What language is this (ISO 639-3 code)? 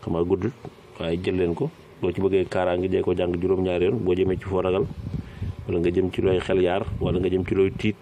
wol